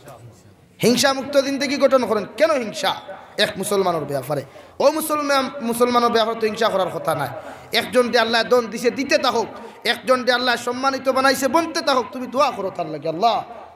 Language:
Sylheti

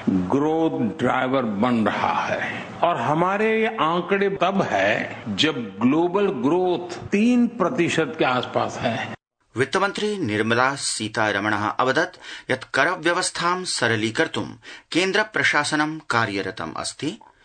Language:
Sanskrit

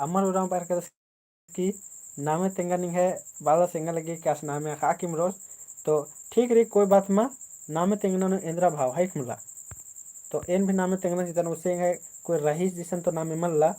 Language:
Kurukh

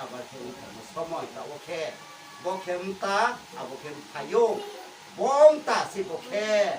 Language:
Riang (India)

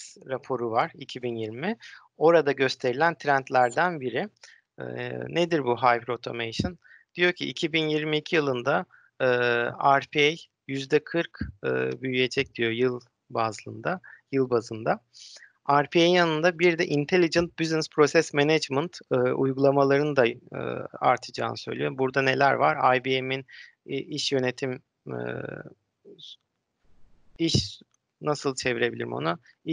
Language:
Turkish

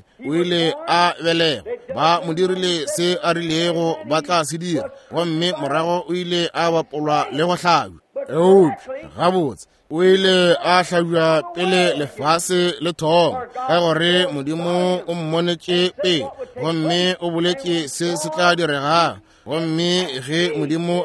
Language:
Northern Sotho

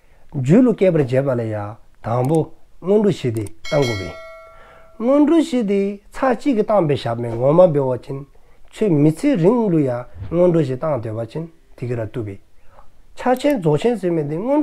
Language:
Dzongkha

